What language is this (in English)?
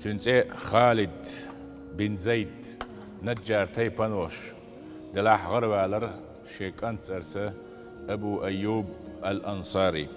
Chechen